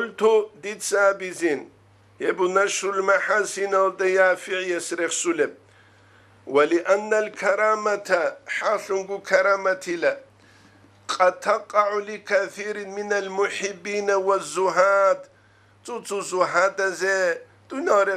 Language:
Avaric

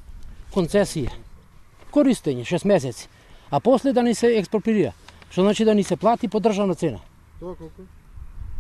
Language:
Macedonian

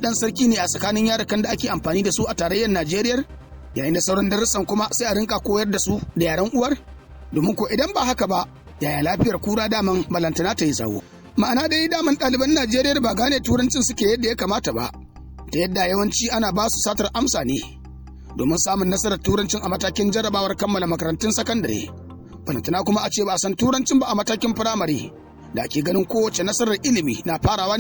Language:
Hausa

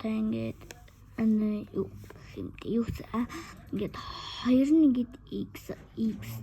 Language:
Mongolian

